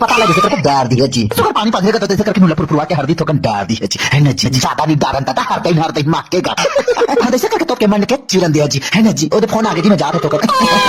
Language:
Chhattisgarhi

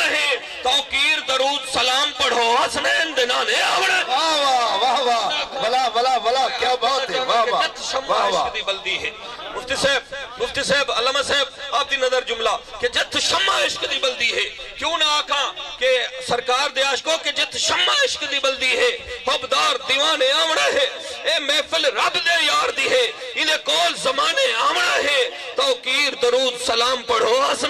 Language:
Saraiki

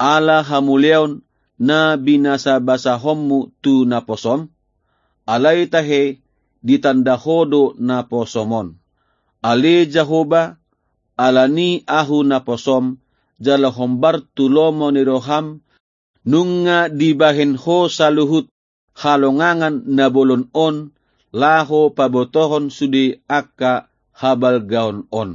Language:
Batak Toba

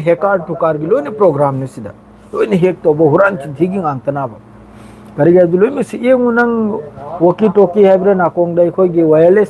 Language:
Manipuri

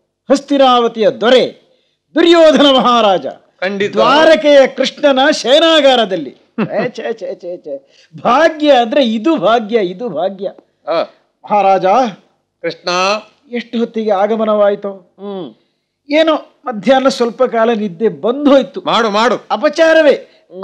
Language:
Kannada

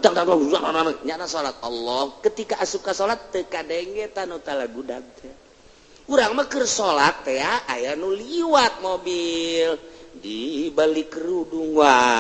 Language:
Sundanese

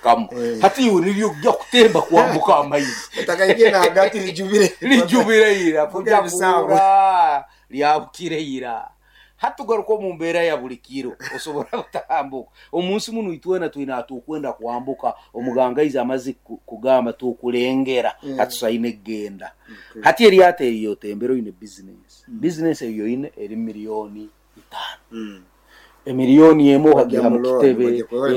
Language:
Nyoro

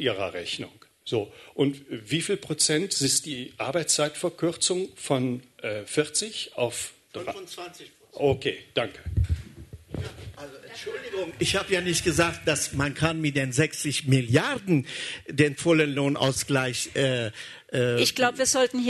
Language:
German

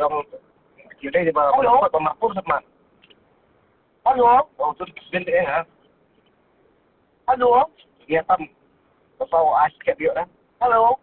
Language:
Khasi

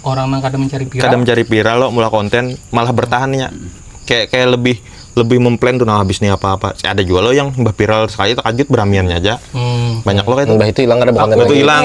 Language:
Banjar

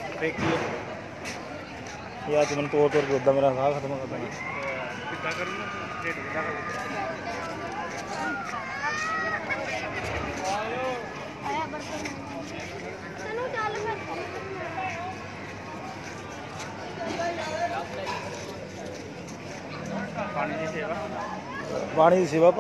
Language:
Punjabi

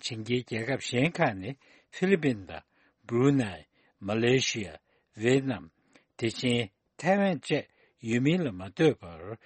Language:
Tibetan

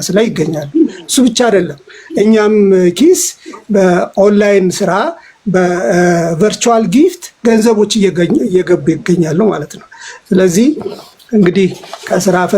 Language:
Amharic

